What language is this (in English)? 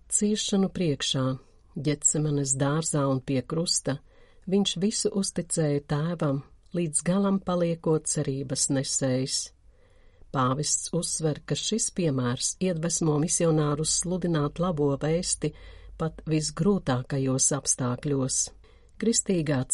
Latvian